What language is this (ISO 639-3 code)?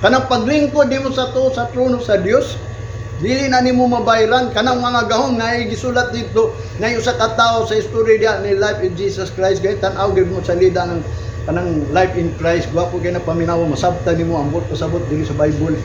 ceb